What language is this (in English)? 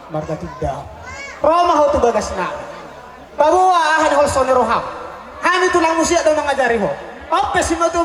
Batak Toba